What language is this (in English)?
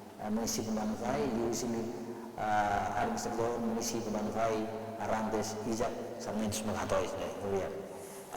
Tetum